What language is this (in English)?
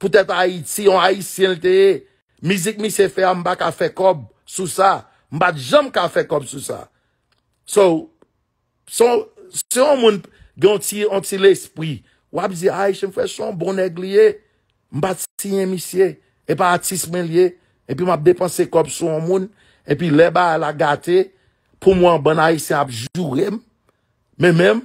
Haitian Creole